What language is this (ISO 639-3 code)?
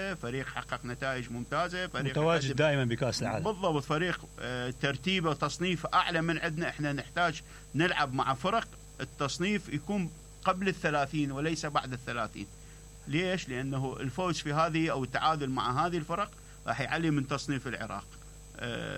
acm